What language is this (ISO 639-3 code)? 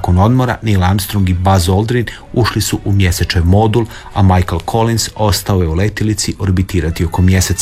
hrv